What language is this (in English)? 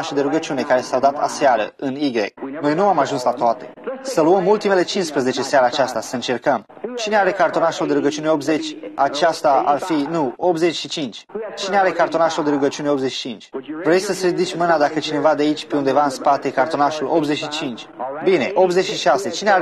Romanian